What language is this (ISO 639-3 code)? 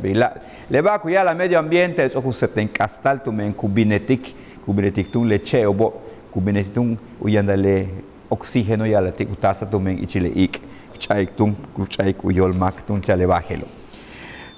yua